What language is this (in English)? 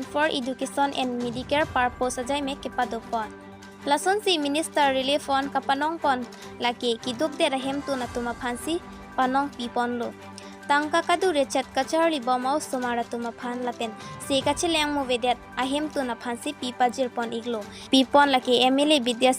Karbi